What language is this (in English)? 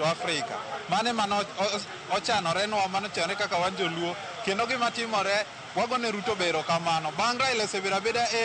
Luo (Kenya and Tanzania)